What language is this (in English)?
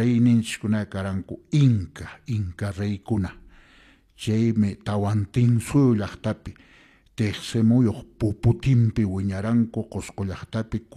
Quechua